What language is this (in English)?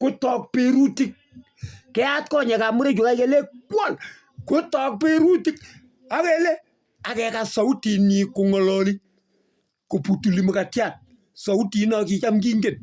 Kalenjin